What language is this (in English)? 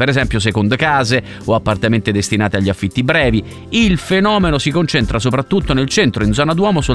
Italian